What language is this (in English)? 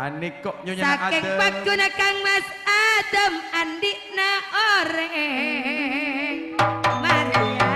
Madurese